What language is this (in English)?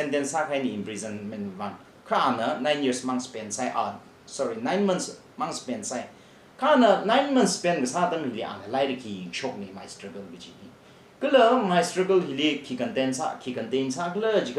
Tangkhul Naga (India)